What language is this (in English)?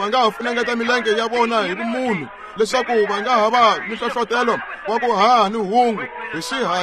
Tsonga